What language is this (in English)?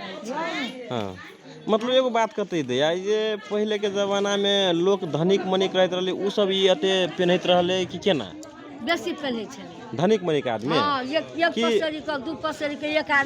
Magahi